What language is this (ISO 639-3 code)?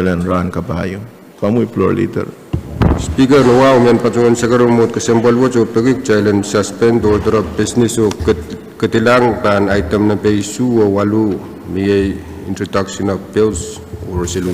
pon